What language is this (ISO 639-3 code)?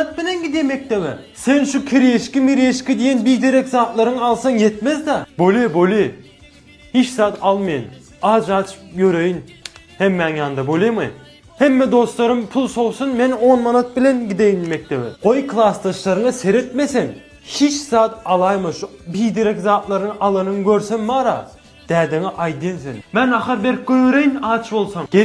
tuk